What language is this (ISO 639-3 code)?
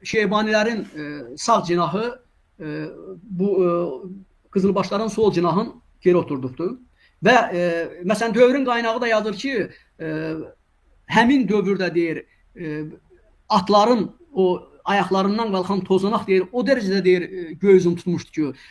aze